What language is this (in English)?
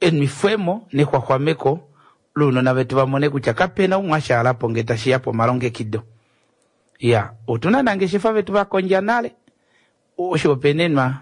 Kuanyama